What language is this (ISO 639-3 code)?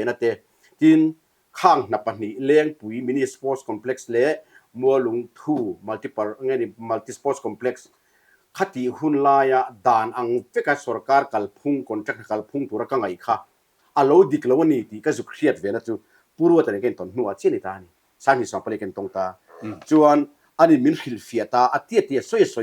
lus